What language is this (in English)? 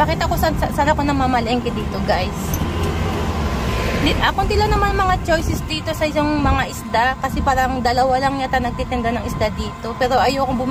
Filipino